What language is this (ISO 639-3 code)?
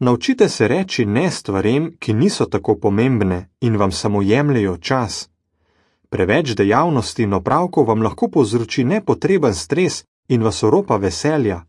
slv